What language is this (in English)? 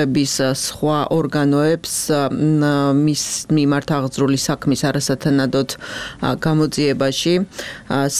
Georgian